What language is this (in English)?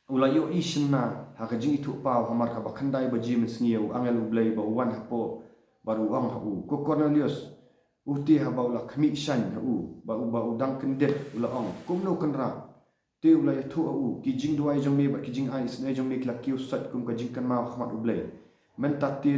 Khasi